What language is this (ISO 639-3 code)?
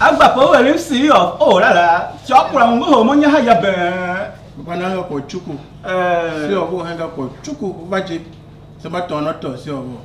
tiv